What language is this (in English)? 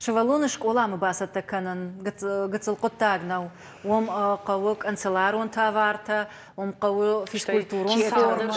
Ossetic